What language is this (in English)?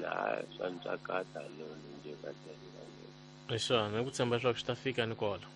Tsonga